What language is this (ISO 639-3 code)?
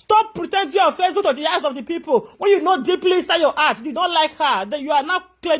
pcm